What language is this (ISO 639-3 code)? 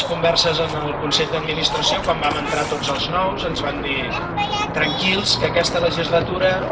cat